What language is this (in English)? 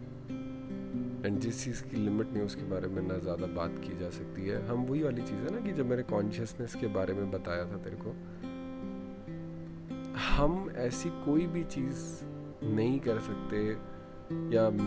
Hindi